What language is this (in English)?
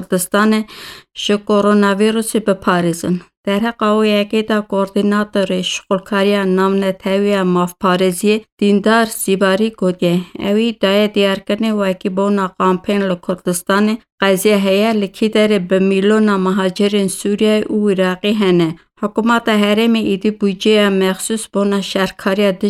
Kurdish